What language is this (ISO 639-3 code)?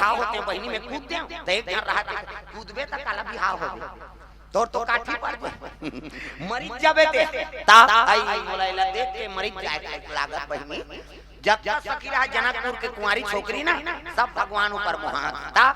hne